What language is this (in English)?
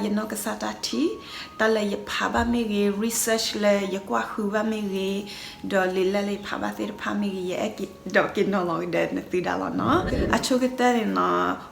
S'gaw Karen